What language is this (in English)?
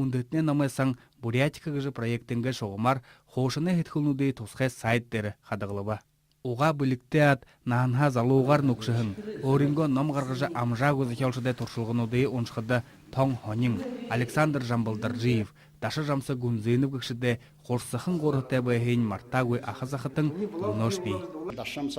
Buriat